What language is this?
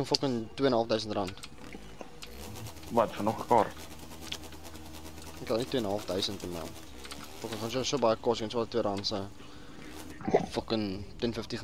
Afrikaans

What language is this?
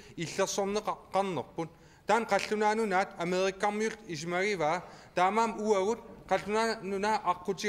Kalaallisut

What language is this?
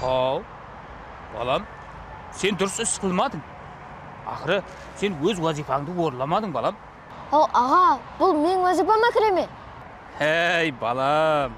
Kara-Kalpak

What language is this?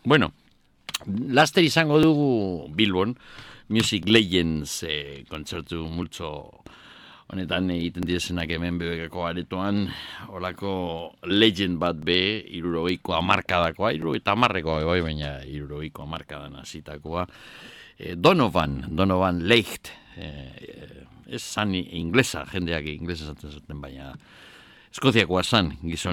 Basque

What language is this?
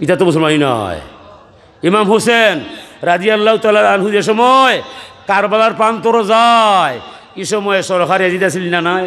Sylheti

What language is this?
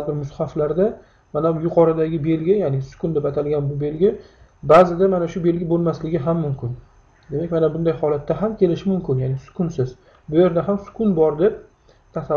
Uzbek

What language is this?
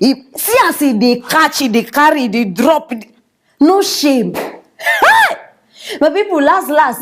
Nigerian Pidgin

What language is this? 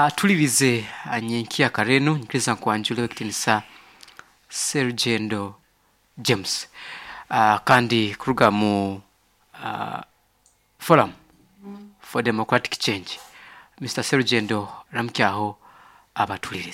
Nyoro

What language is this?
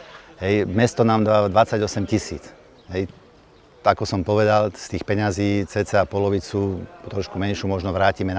Slovak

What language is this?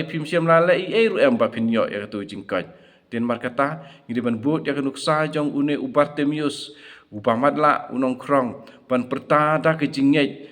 Khasi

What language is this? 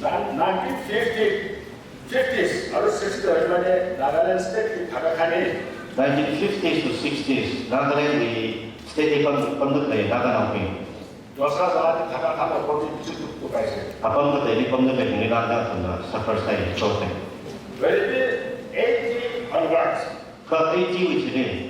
Tangkhul Naga (India)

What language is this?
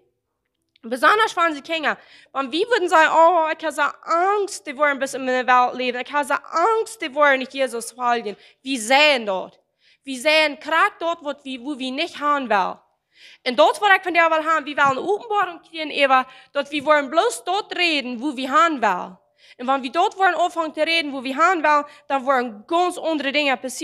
Plautdietsch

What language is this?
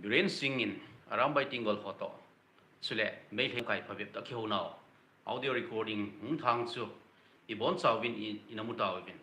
Thado Chin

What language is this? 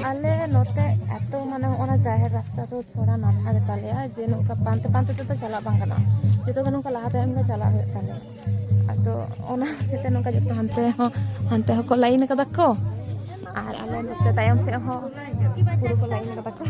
Santali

